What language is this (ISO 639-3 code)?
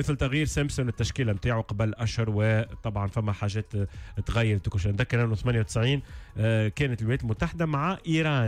aeb